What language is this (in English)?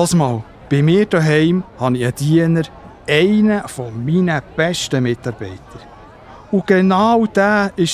Swiss German